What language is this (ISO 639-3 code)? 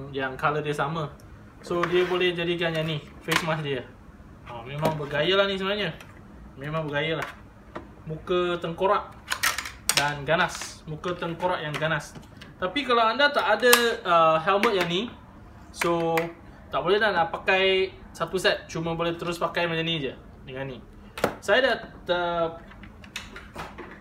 msa